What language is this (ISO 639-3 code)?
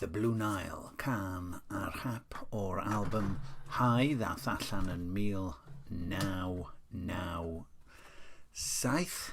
cym